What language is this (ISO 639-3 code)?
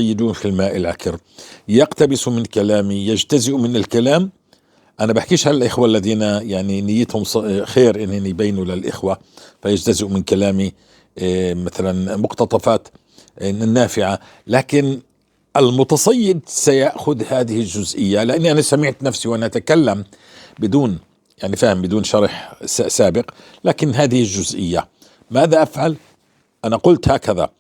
apc